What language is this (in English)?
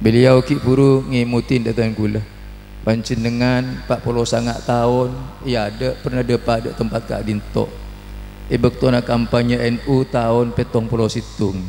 Madurese